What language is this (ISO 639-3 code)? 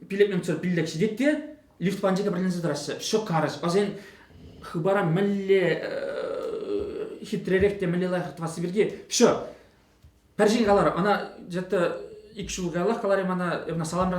chv